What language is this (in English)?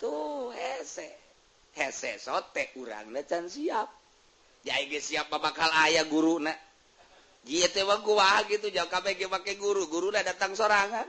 Sundanese